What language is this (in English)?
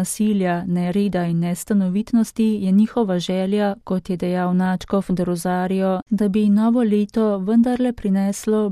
Slovenian